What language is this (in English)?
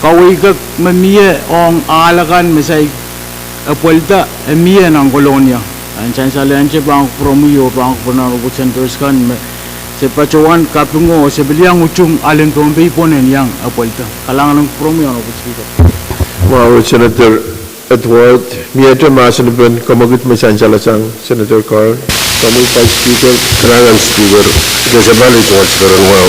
Pohnpeian